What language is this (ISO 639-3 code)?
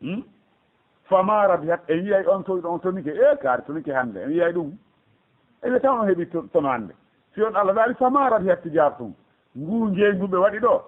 ful